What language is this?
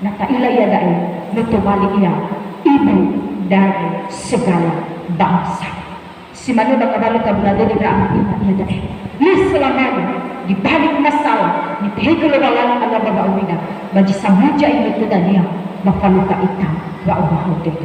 Nias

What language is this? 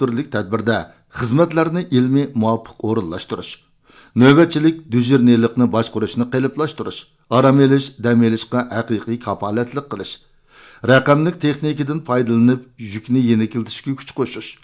Uyghur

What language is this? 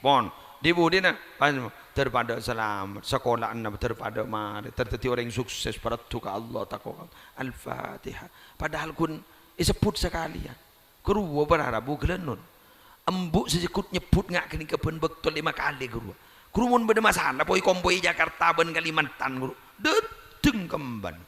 Madurese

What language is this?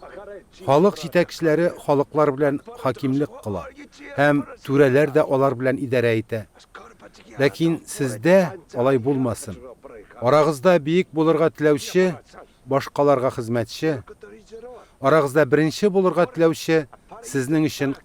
Tatar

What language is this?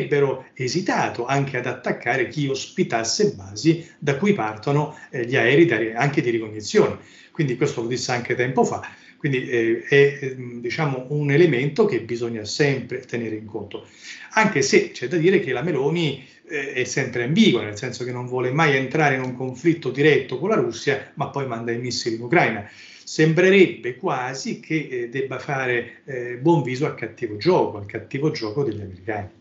Italian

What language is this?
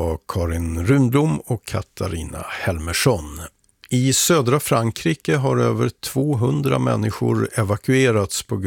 Swedish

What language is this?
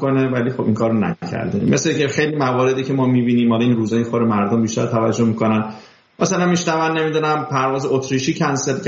Persian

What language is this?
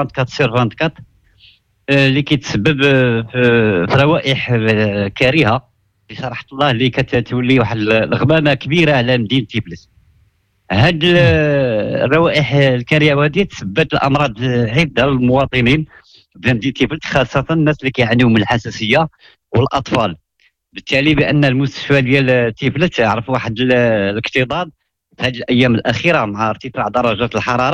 Moroccan Arabic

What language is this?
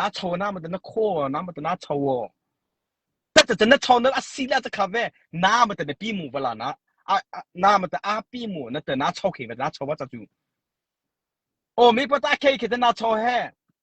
Mara Chin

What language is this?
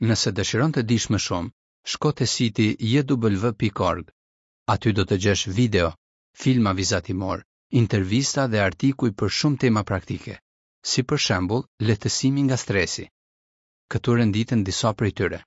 Albanian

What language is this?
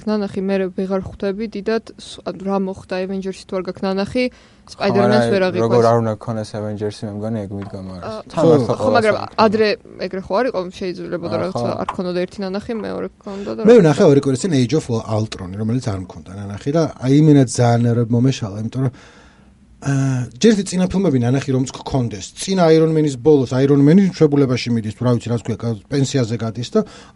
Georgian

